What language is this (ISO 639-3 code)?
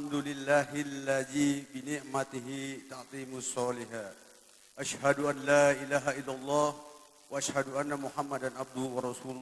bew